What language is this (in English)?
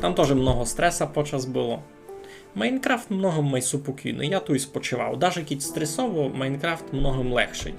Rusyn